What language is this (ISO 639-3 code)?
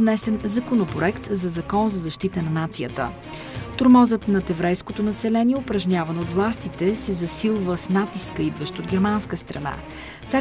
bul